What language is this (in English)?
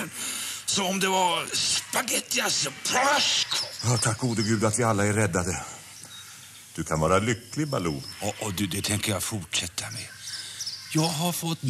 Swedish